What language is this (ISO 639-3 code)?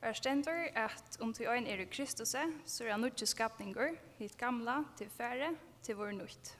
fao